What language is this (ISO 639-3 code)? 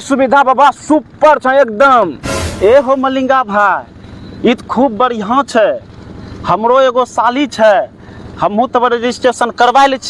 anp